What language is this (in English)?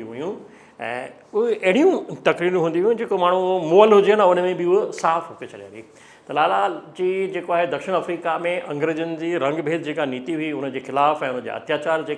Sindhi